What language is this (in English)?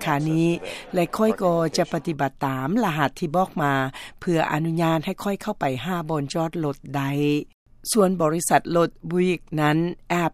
Lao